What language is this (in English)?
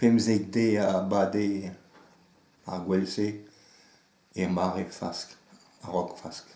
Breton